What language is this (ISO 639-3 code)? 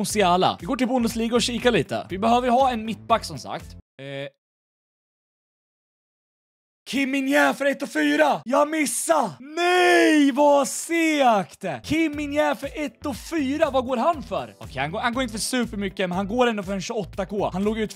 swe